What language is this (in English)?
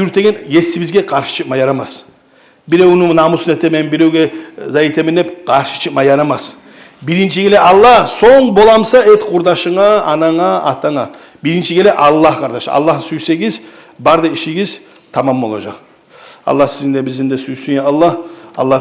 Kumyk